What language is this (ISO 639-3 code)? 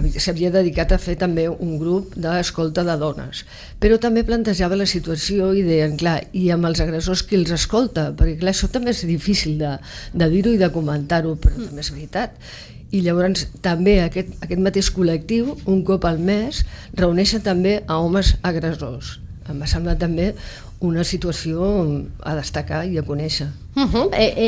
cat